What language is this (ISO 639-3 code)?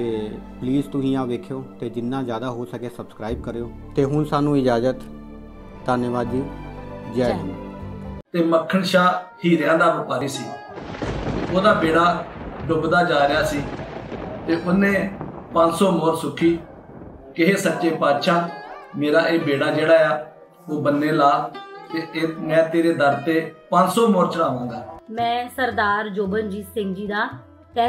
pan